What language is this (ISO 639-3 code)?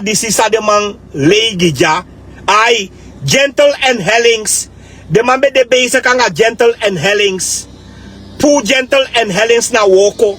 srn